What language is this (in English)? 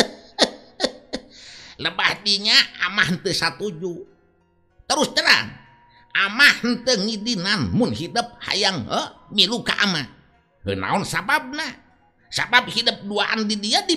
Sundanese